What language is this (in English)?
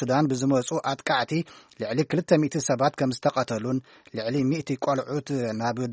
Tigrinya